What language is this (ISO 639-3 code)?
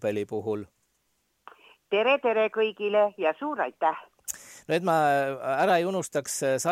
est